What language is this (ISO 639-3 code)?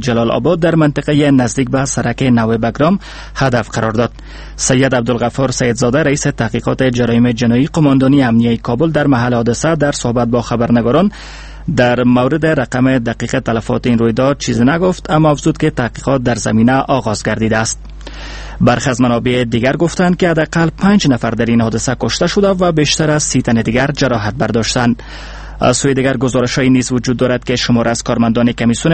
fas